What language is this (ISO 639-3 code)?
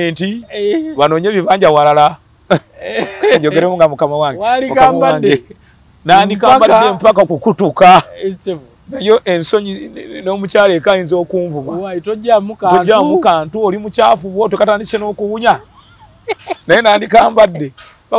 lug